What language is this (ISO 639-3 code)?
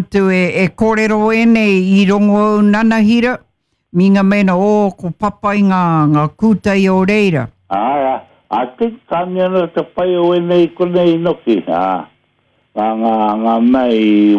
mri